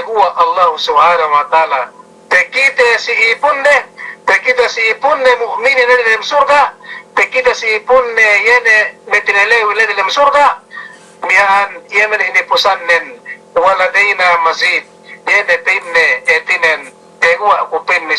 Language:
Yakan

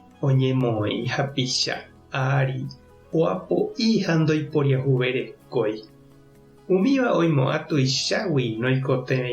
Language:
Guarani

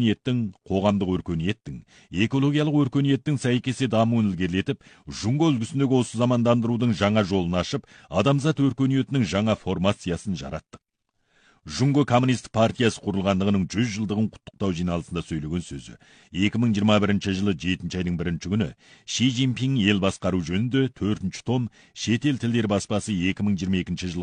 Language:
Kazakh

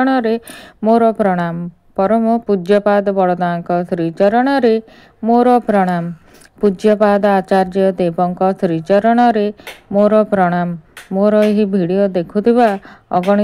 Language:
Odia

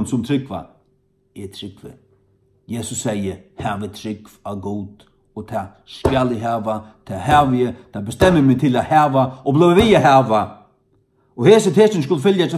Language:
Faroese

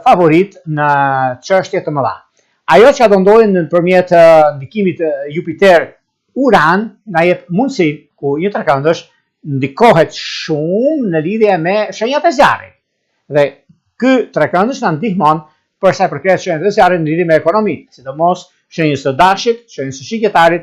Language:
Albanian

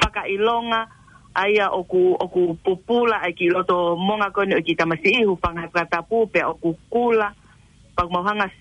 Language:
Tongan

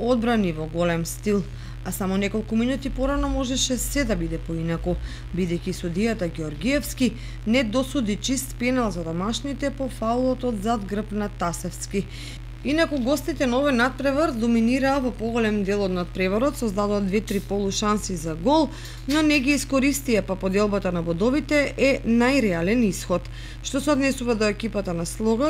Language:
Macedonian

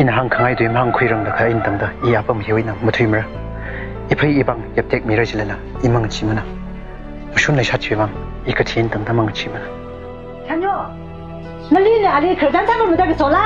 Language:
Tangkhul Naga (India)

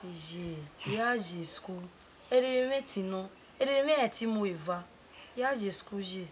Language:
Bini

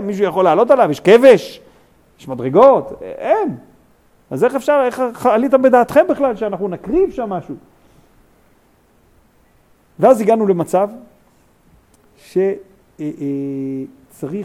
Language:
Hebrew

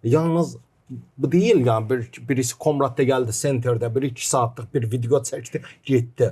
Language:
Gagauz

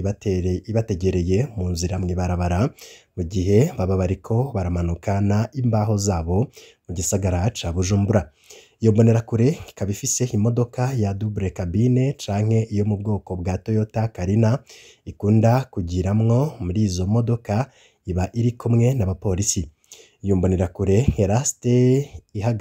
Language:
Rundi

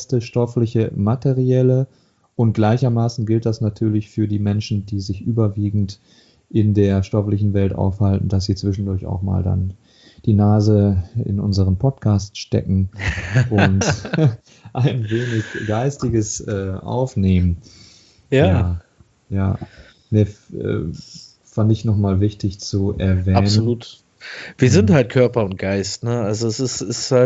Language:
German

